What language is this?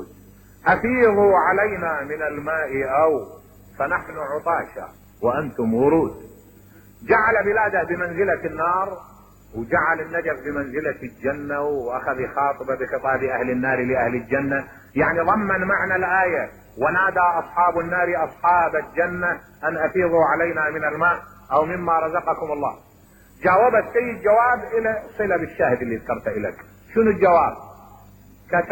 Mesopotamian Arabic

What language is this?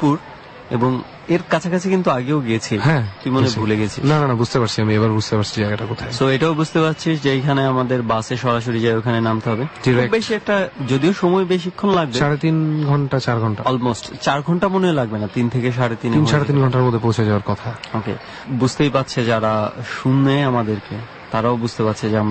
Bangla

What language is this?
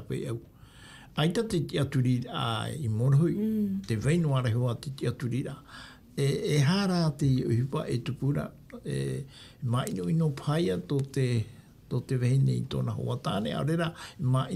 Tahitian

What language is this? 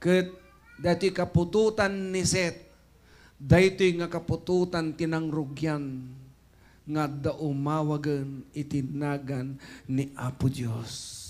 Iloko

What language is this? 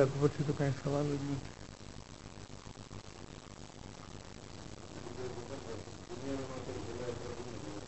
Gujarati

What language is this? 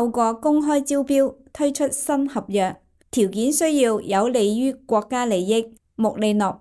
Cantonese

